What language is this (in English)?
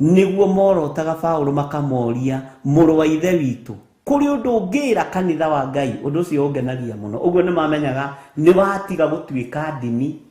Kikuyu